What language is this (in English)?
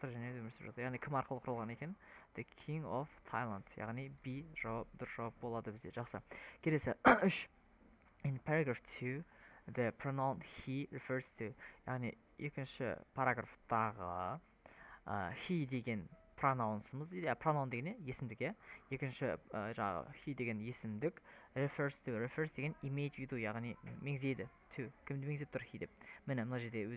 Kazakh